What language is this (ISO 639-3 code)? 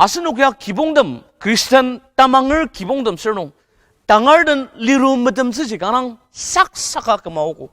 njo